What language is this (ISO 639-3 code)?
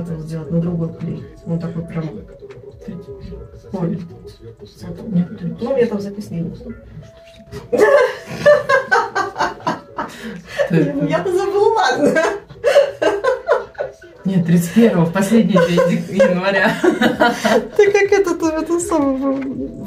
rus